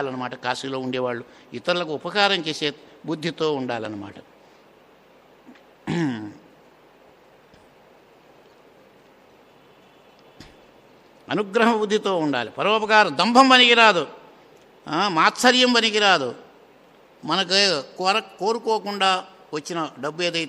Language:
Telugu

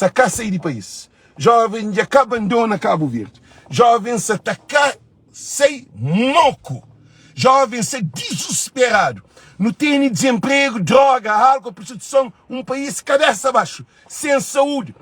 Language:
Kabuverdianu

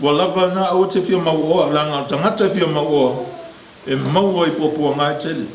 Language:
Samoan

